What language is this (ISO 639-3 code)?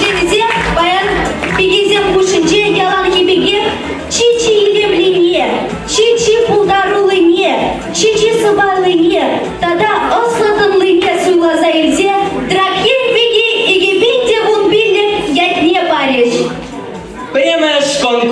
chv